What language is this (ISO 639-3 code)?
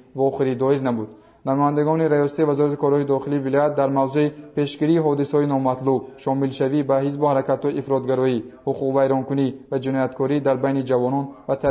tgk